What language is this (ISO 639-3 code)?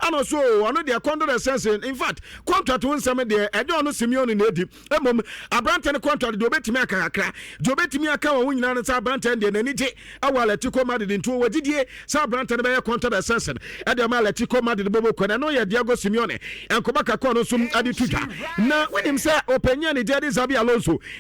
aka